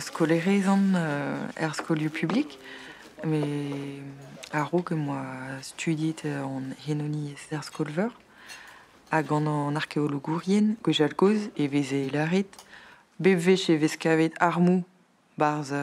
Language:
Breton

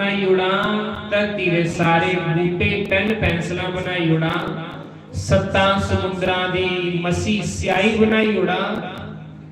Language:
Dogri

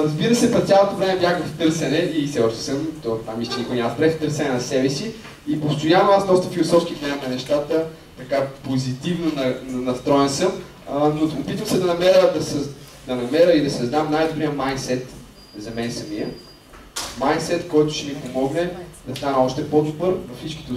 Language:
Bulgarian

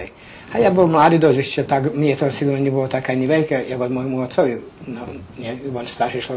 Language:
Rusyn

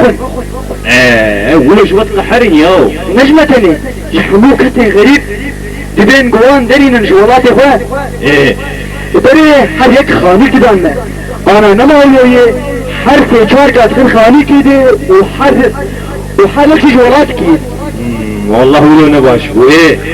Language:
Kurdish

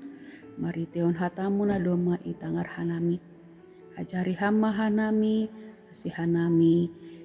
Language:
Batak Simalungun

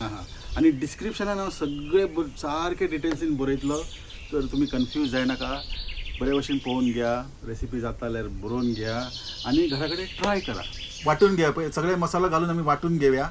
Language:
Konkani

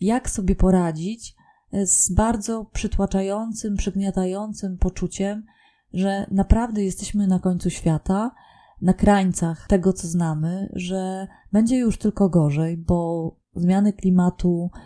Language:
Polish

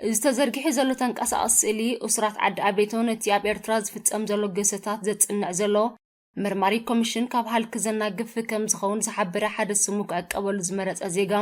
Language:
Tigrinya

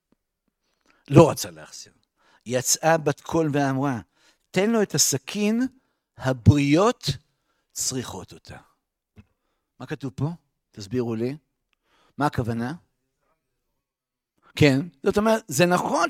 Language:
Hebrew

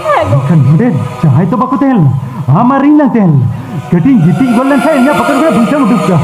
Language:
Santali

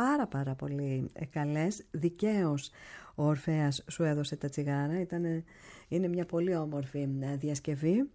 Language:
Greek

